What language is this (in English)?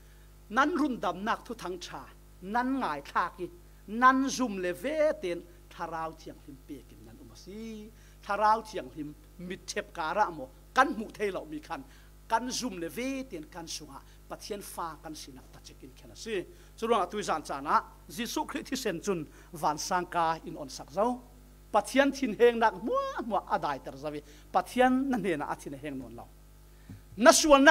Falam Chin